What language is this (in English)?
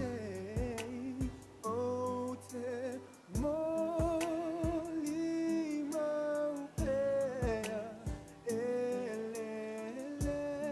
Samoan